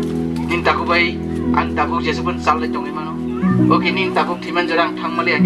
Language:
Riang (India)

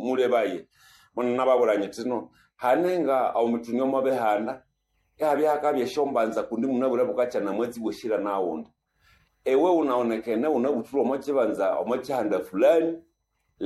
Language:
Nande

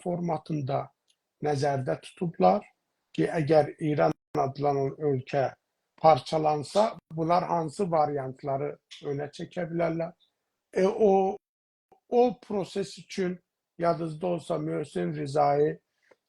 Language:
South Azerbaijani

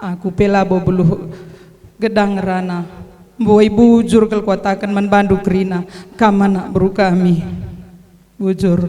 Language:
Batak Karo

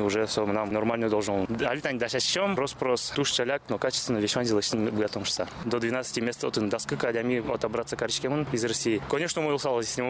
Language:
Udmurt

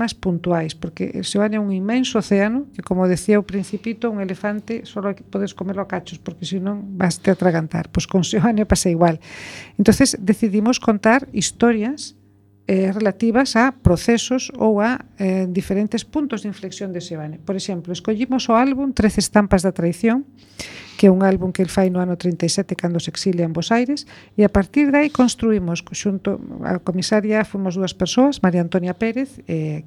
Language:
Galician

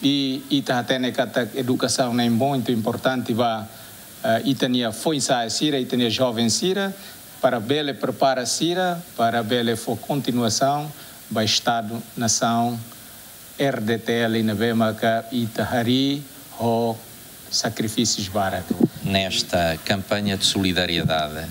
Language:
Tetum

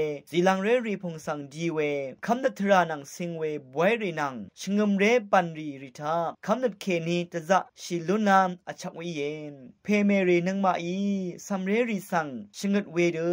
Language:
Rawang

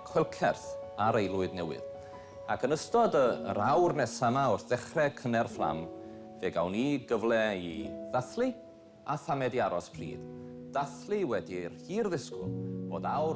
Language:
Welsh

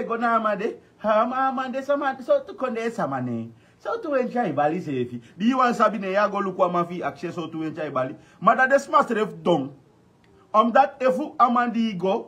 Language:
Sranan Tongo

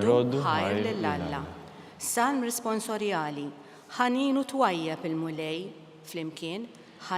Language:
Maltese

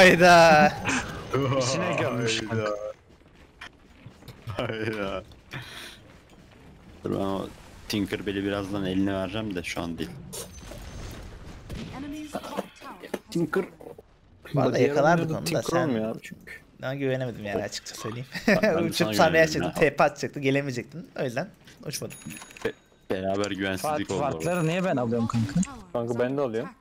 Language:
Turkish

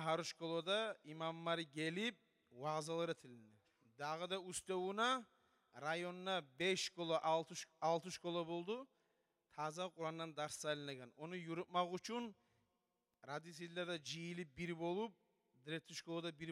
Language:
Kumyk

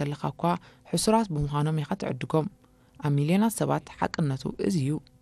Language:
Tigrinya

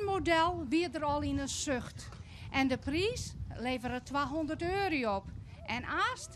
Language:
Western Frisian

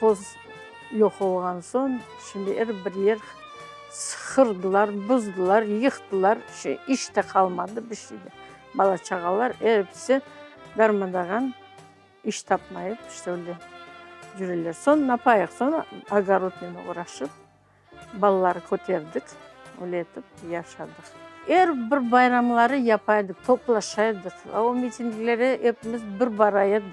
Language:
Crimean Tatar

